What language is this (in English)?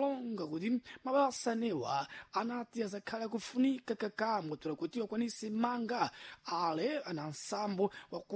Sena